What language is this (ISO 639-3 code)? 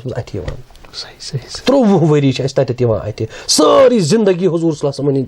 kas